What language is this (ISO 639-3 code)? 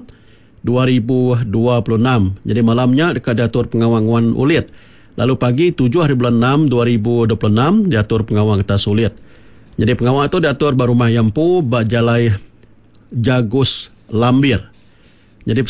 iba